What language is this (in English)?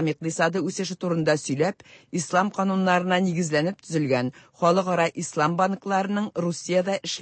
Tatar